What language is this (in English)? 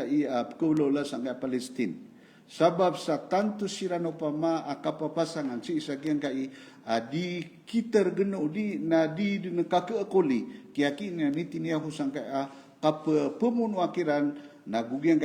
Maranao